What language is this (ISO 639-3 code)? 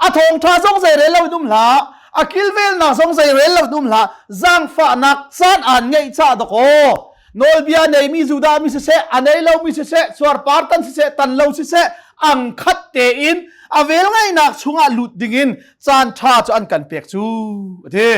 cnh